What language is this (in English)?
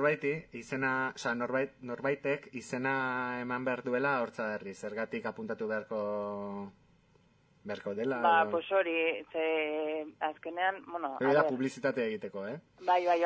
Basque